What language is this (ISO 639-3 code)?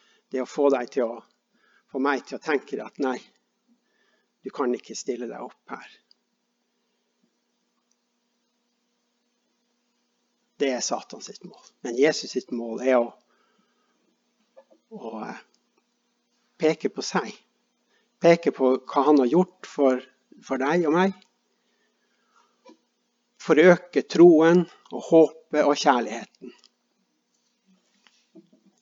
nor